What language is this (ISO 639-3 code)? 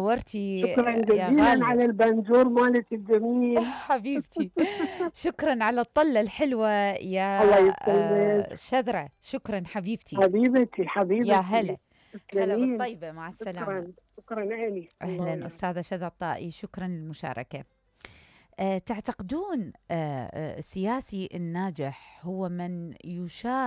acm